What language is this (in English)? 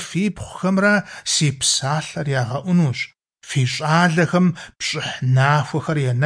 Kabardian